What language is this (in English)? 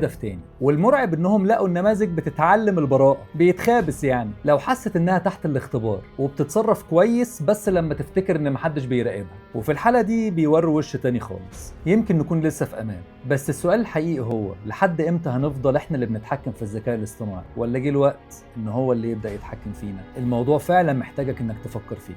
Egyptian Arabic